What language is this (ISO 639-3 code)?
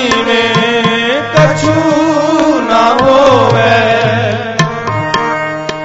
pan